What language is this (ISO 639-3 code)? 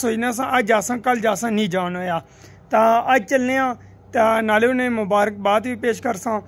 skr